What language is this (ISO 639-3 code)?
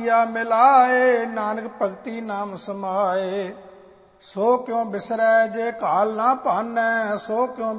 pan